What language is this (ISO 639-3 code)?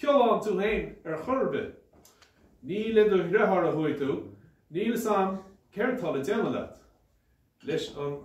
gle